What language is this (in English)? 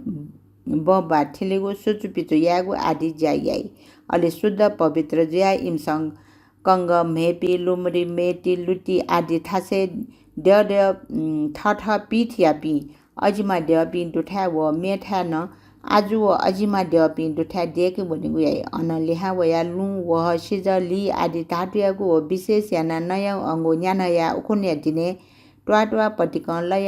Newari